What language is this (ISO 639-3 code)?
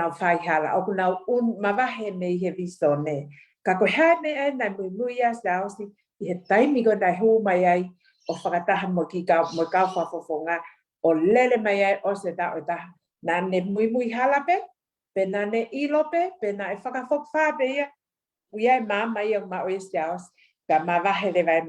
ton